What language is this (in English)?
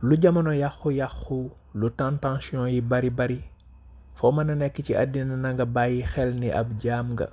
Wolof